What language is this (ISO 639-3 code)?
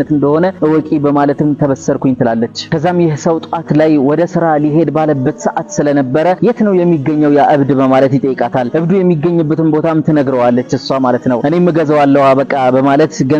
amh